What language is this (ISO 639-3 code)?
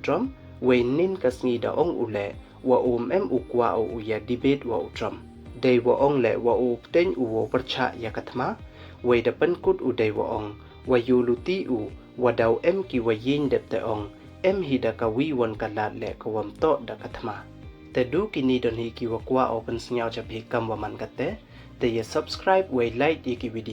pbv